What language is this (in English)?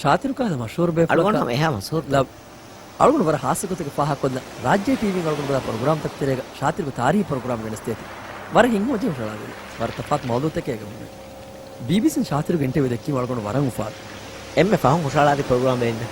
Divehi